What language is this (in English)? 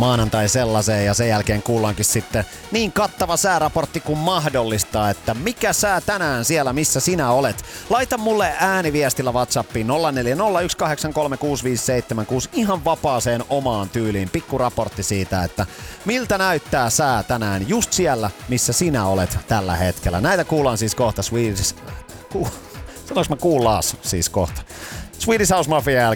Finnish